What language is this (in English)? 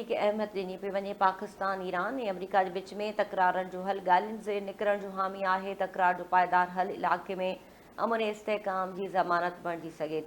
Sindhi